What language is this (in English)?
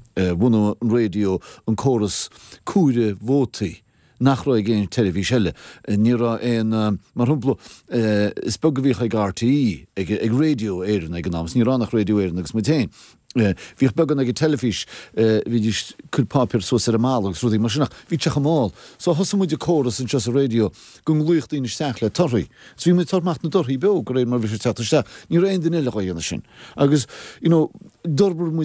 Irish